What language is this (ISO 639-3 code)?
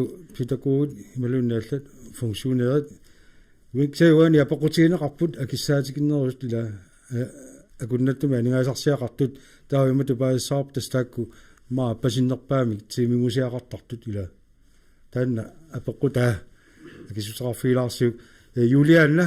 kal